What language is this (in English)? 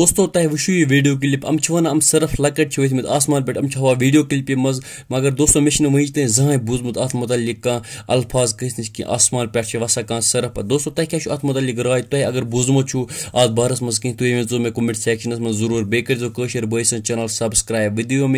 Kashmiri